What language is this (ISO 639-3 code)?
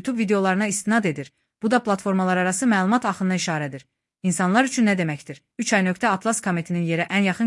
aze